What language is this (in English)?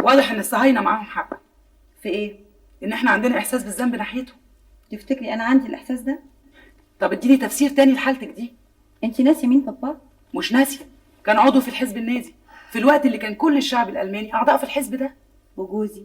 Egyptian Arabic